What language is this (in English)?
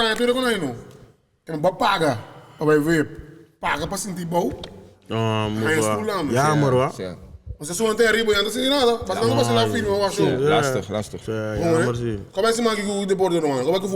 Papiamento